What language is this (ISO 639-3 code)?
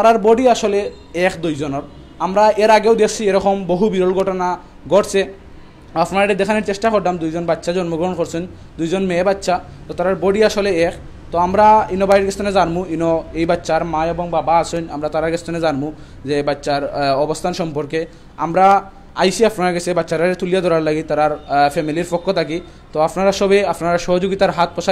syl